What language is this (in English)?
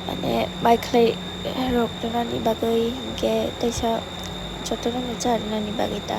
Kok Borok